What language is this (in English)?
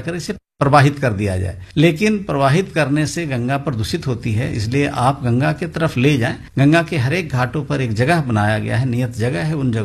Hindi